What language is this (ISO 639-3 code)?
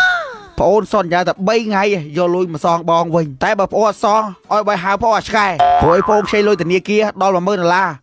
khm